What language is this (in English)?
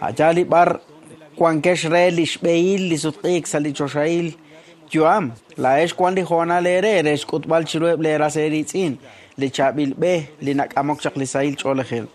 Kekchí